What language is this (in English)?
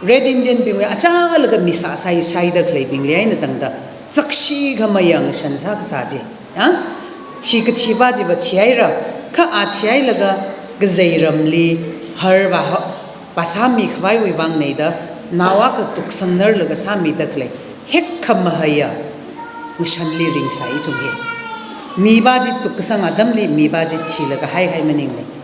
Tangkhul Naga (India)